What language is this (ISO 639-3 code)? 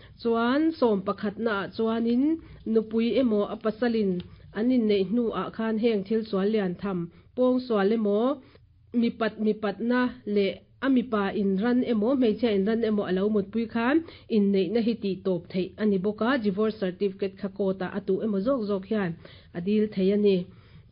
lus